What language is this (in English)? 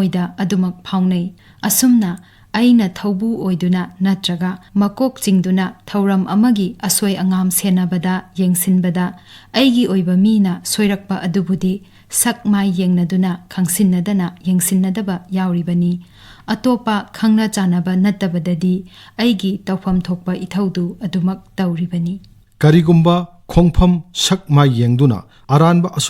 Manipuri